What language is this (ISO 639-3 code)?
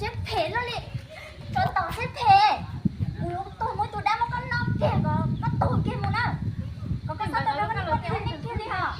hmn